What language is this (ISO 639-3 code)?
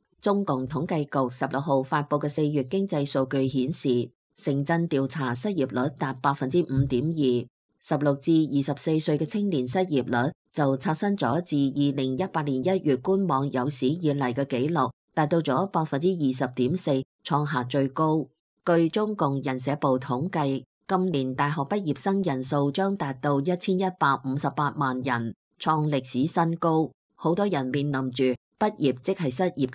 yue